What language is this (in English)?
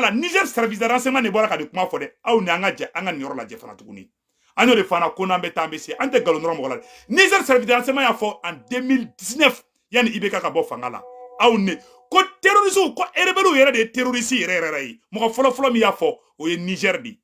Bambara